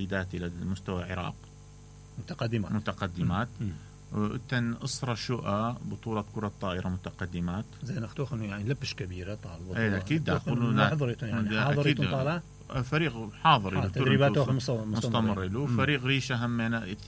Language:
Mesopotamian Arabic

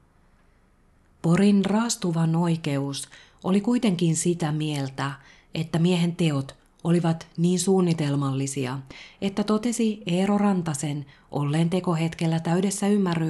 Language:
Finnish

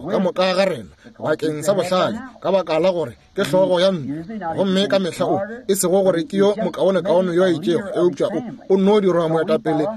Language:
Northern Sotho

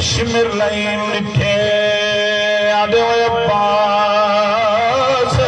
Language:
Saraiki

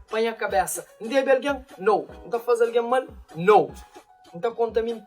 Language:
Kabuverdianu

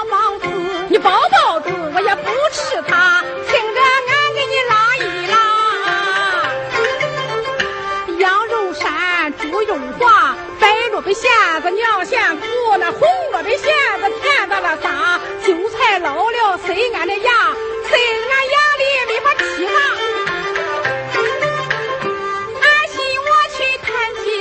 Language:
Chinese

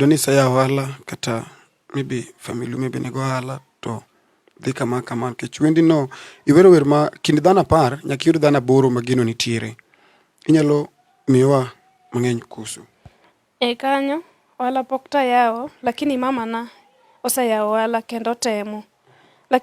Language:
Luo (Kenya and Tanzania)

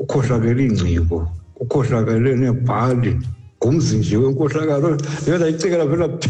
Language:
Xhosa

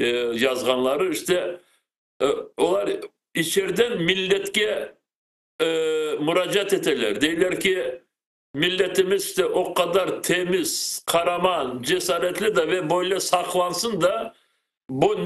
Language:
Crimean Tatar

